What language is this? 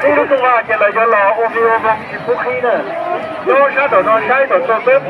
Hmong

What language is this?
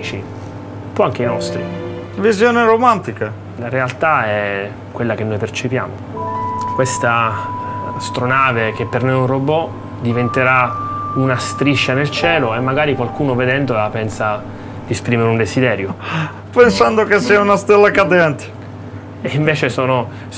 Italian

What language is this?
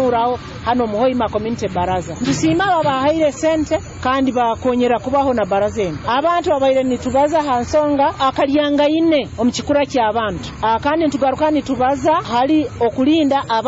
Nyoro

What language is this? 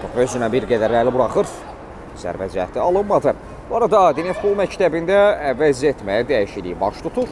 Azerbaijani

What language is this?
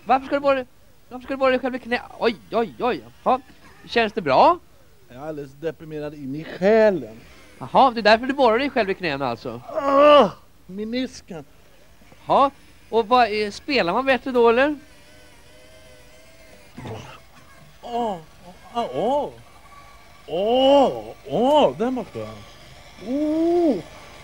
Swedish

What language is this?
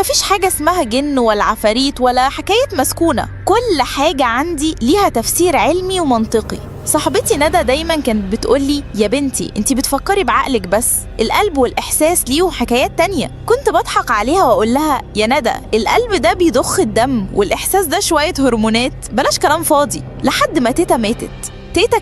Egyptian Arabic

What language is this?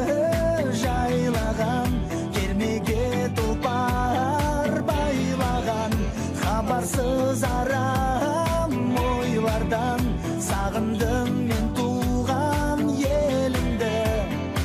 Kazakh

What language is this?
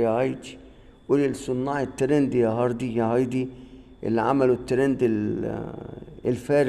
Egyptian Arabic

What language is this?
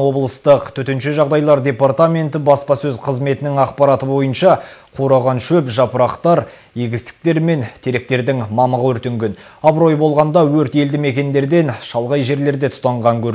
Kazakh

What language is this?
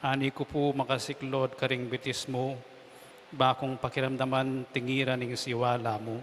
Pampanga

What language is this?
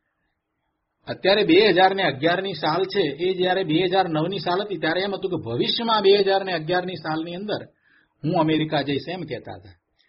Gujarati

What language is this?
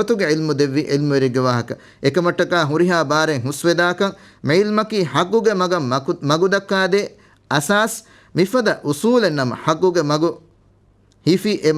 Divehi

